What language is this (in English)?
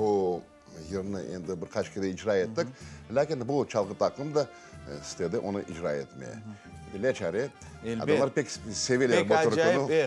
Crimean Tatar